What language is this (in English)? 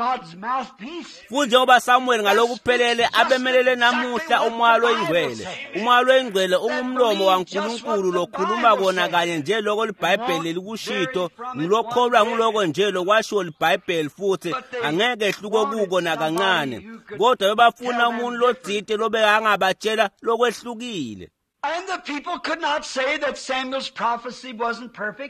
Swati